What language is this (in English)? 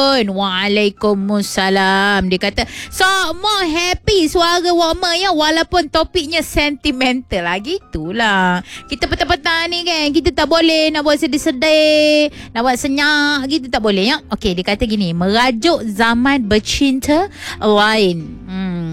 Malay